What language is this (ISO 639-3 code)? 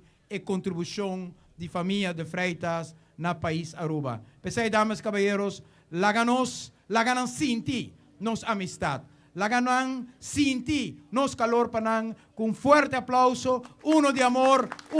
pap